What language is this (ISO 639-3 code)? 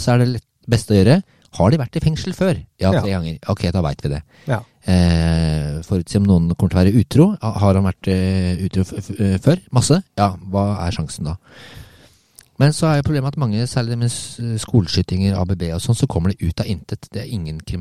nor